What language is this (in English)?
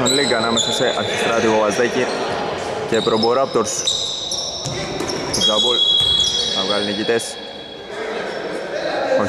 Greek